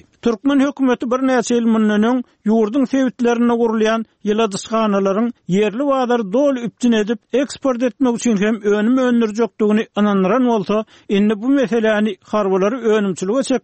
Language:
Turkmen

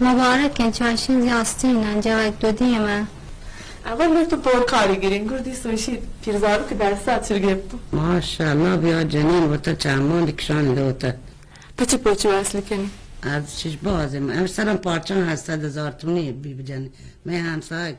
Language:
Baluchi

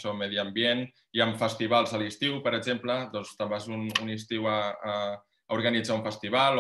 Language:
Catalan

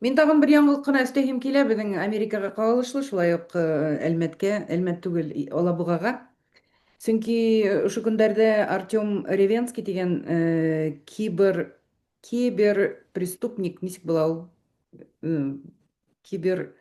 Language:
Bashkir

